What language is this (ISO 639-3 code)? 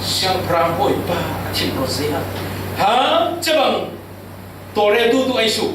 cfm